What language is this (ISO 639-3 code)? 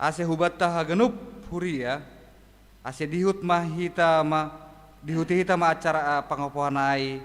bts